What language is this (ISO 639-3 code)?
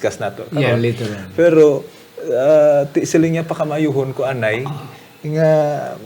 hil